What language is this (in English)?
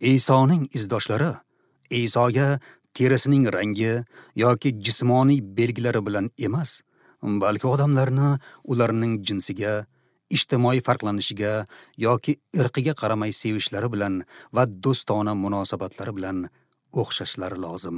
Uzbek